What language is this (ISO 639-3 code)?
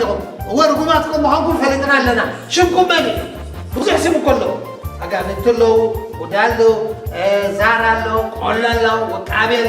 tir